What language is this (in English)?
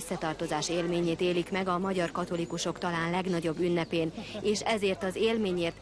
Hungarian